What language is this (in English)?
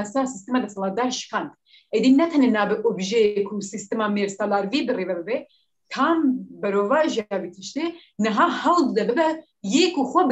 Kurdish